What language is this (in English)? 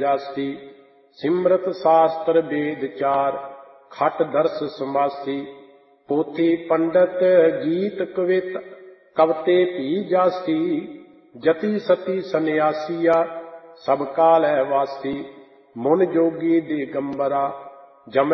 Punjabi